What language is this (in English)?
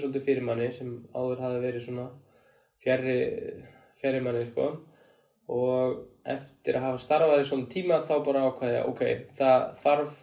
Icelandic